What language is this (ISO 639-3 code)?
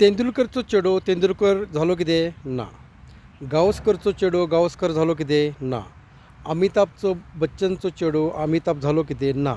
kok